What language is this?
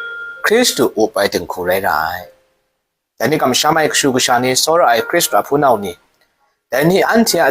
Kachin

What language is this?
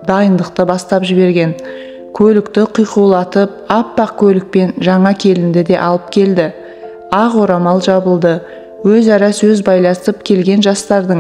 Kazakh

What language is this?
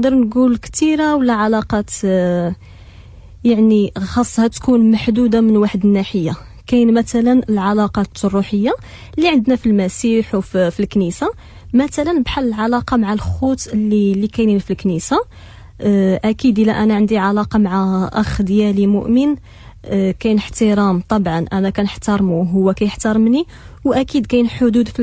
Moroccan Arabic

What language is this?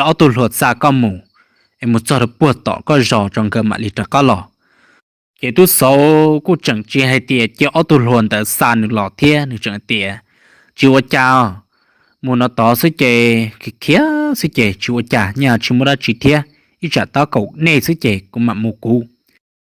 Hmong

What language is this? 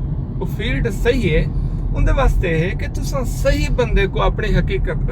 Saraiki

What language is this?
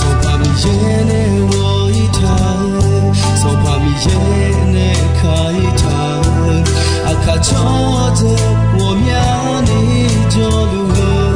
Akha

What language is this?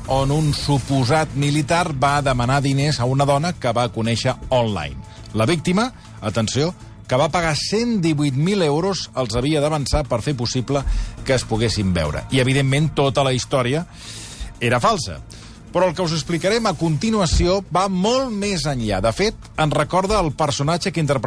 Catalan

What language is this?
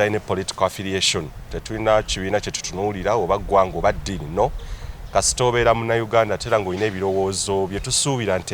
Ganda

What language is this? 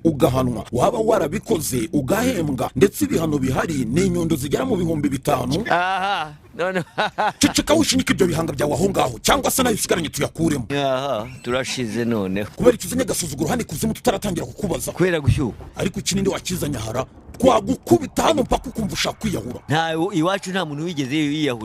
Kinyarwanda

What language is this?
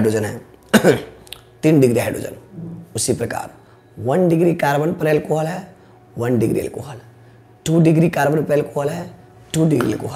Hindi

